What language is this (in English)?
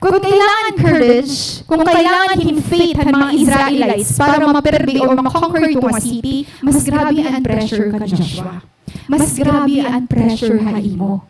Waray